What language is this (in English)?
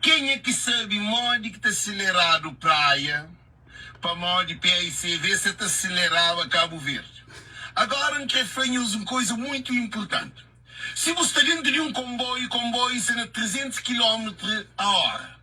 Kabuverdianu